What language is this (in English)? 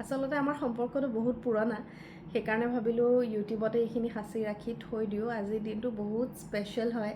Assamese